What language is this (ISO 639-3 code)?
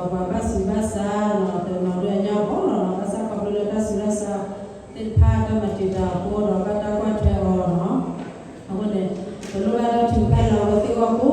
ksw